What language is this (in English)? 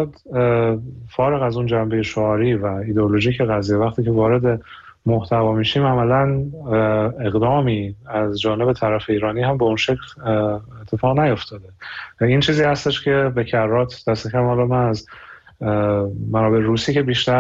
Persian